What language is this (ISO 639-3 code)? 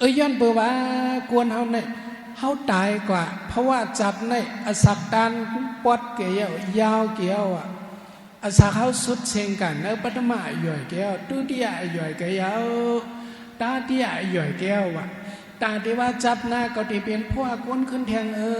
shn